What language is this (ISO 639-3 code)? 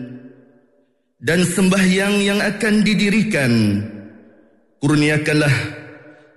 msa